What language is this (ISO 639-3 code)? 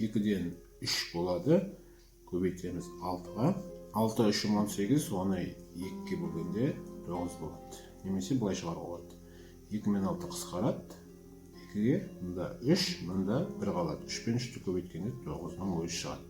kaz